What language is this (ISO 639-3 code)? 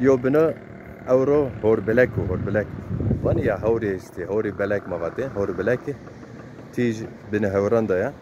zza